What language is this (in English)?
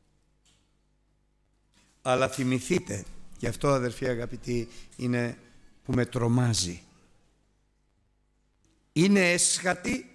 Greek